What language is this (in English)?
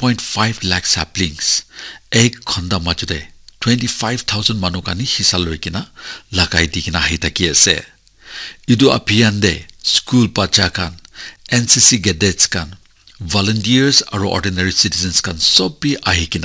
Naga Pidgin